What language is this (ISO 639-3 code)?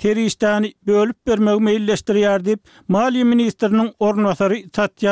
tuk